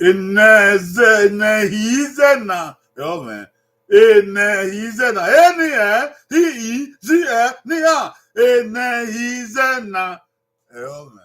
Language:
Bini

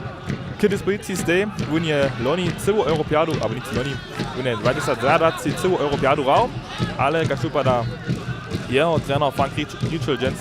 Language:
Upper Sorbian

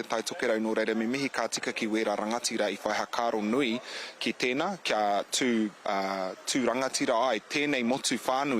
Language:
Māori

